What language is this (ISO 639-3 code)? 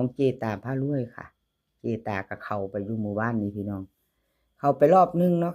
tts